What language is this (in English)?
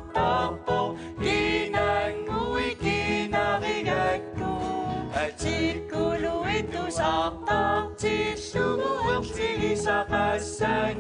Kalaallisut